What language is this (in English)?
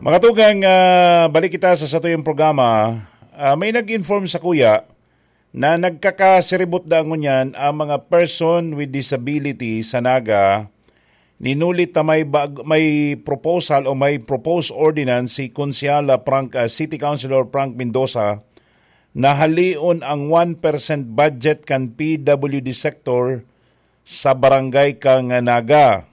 Bikol